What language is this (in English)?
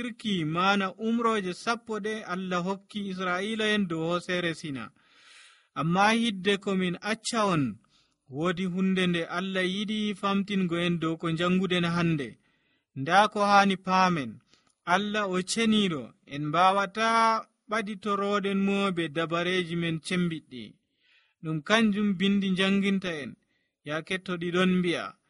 Nigerian Fulfulde